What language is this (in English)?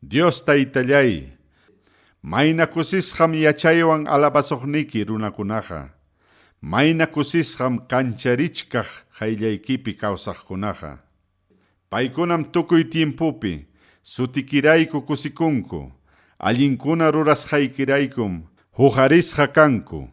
Ayacucho Quechua